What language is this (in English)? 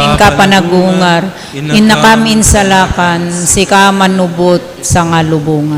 Iloko